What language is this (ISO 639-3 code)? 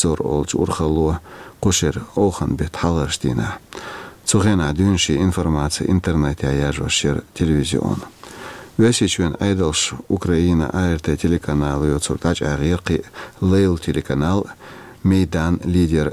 che